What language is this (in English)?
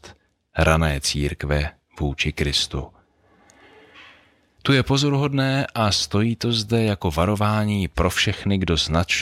Czech